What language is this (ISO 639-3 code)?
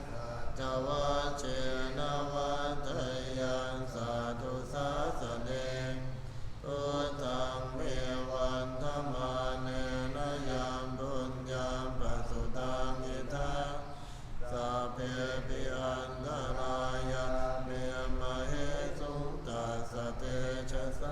pli